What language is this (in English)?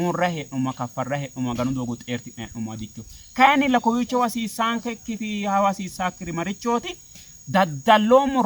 Sidamo